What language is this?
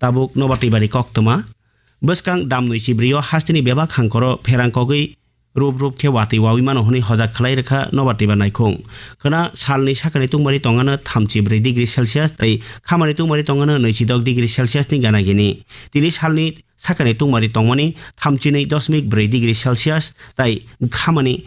Kok Borok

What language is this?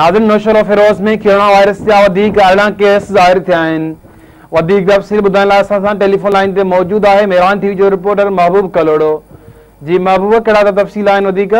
Sindhi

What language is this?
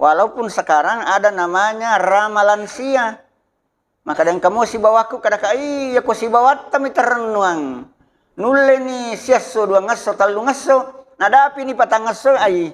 Buginese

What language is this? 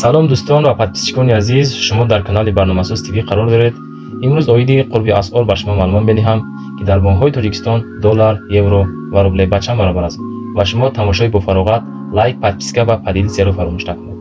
Tajik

